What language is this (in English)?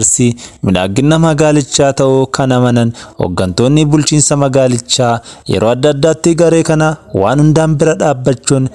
Oromo